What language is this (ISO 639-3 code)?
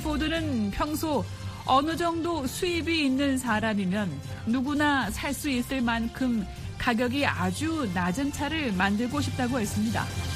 kor